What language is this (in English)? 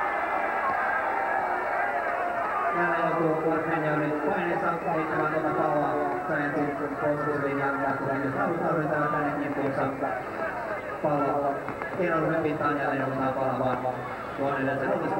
Finnish